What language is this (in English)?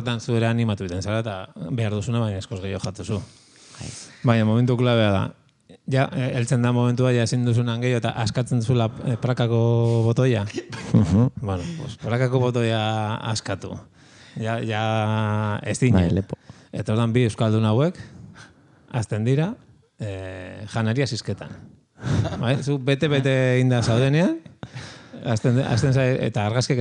Basque